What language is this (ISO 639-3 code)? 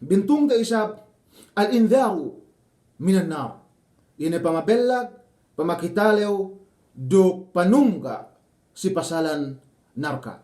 yka